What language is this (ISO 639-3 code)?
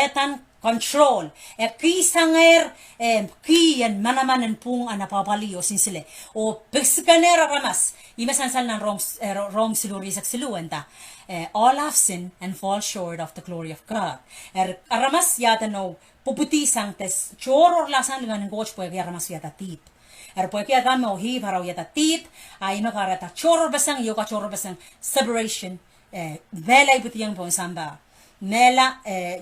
pon